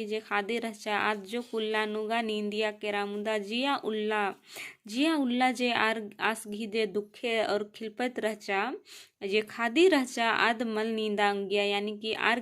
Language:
Kurukh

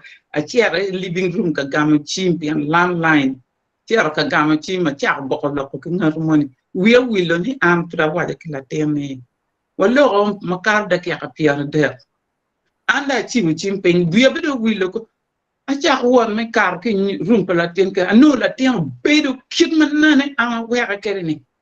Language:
Acoli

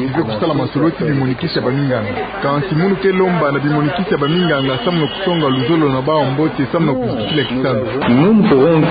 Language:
Kituba (Democratic Republic of Congo)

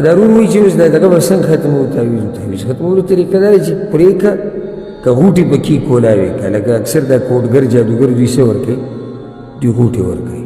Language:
Pashto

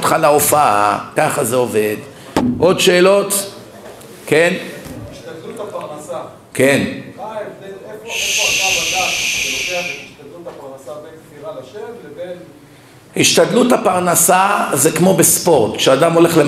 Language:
Hebrew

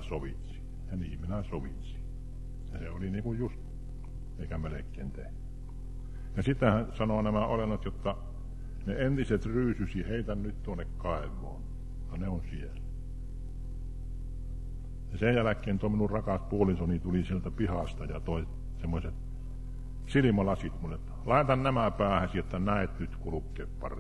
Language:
Finnish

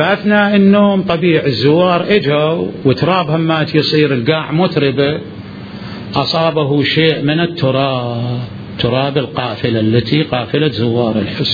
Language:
Mesopotamian Arabic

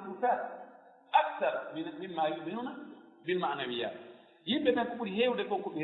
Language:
Fula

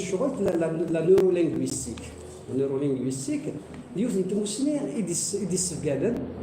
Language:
Kabyle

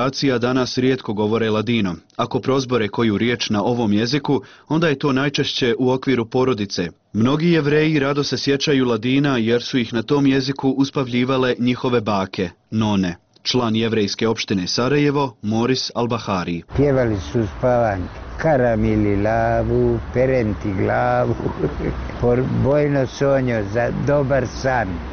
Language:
Bosnian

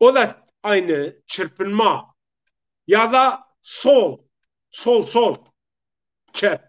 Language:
Zaza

